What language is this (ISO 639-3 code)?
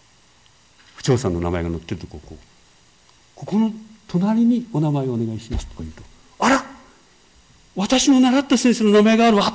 jpn